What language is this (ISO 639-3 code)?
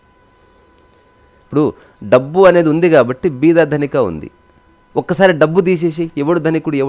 tel